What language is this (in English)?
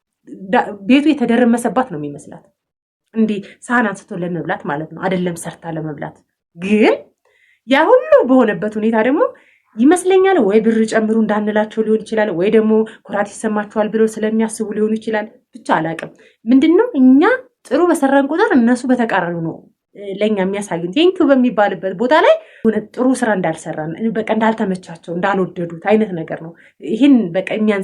Amharic